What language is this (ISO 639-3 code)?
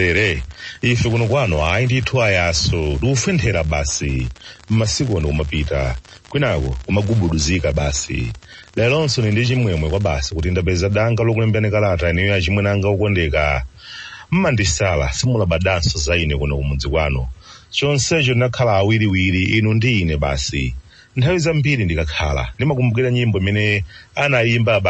nya